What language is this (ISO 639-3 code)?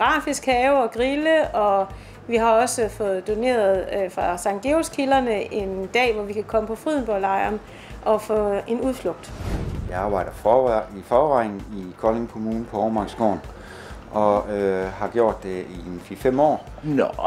dan